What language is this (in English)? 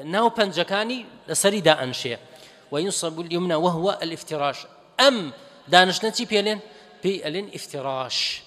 Central Kurdish